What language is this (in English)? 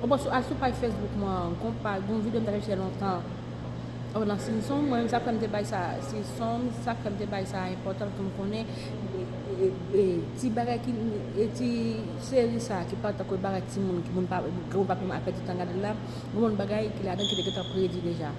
Haitian Creole